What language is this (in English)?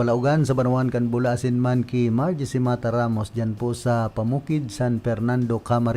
Bikol